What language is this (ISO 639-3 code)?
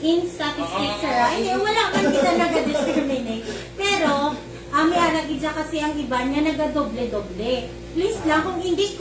hil